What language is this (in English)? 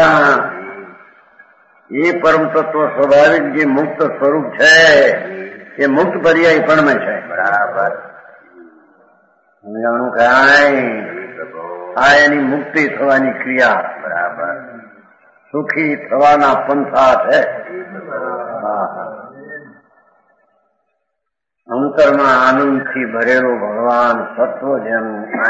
Gujarati